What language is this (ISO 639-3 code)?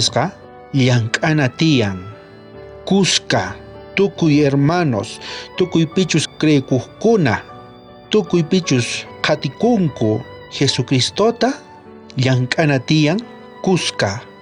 quh